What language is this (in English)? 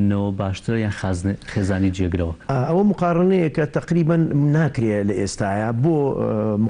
Central Kurdish